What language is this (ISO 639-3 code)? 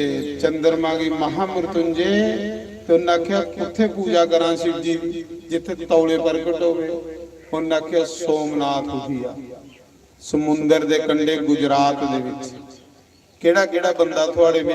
doi